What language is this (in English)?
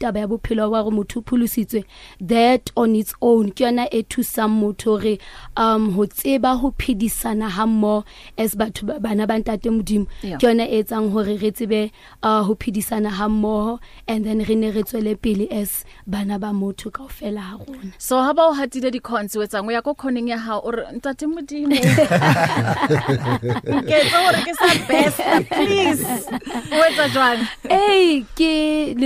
Southern Sotho